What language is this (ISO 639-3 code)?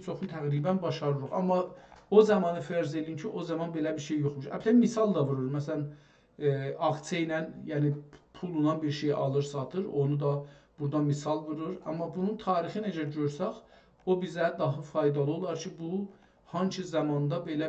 azb